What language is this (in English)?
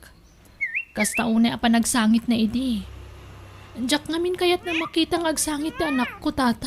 Iloko